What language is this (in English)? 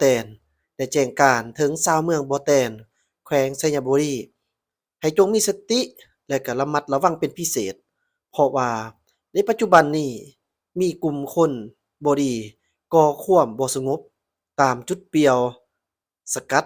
Lao